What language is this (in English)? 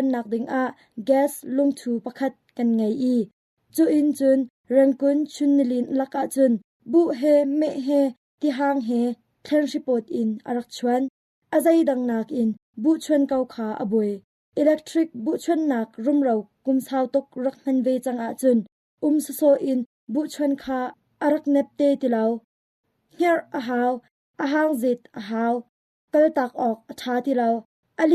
Hakha Chin